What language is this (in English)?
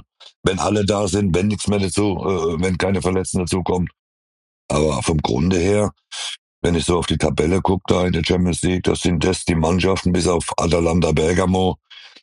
German